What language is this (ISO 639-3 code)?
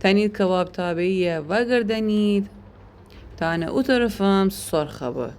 glk